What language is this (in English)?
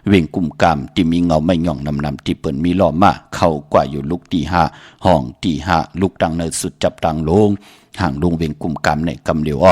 Shan